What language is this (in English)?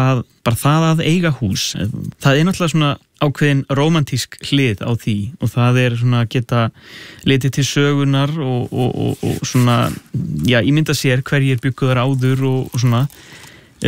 Icelandic